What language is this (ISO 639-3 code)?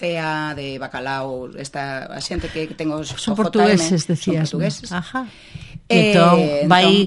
glg